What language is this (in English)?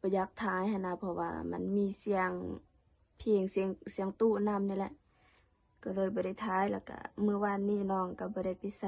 Lao